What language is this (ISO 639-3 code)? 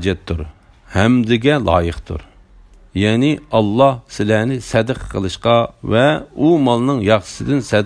uig